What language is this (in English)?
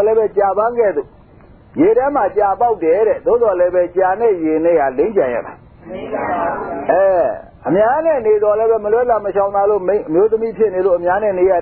Burmese